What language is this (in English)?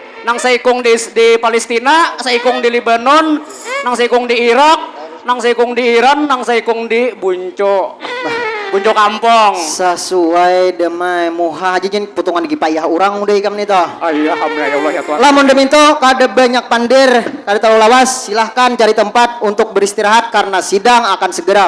Banjar